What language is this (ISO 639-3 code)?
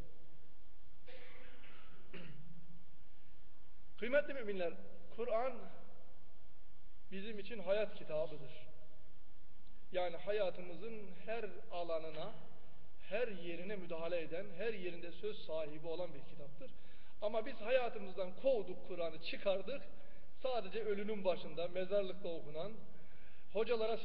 tur